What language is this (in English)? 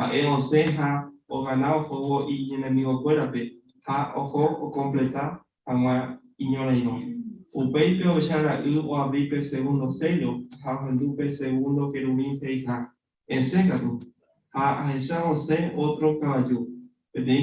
Guarani